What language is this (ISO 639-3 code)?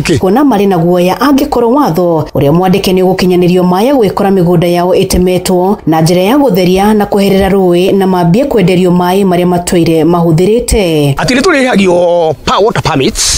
kik